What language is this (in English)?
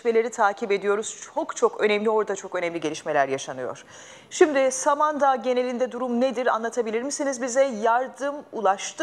Turkish